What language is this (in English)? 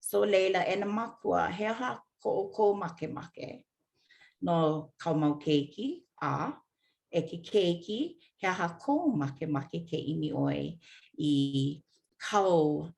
Hawaiian